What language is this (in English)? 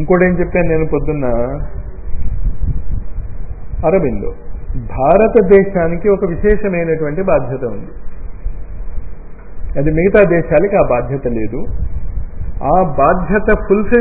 Telugu